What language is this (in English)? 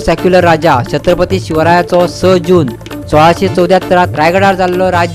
Konkani